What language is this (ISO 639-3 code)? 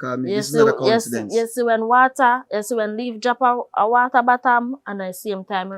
jam